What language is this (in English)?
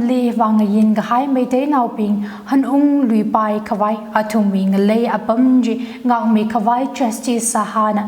Tangkhul Naga (India)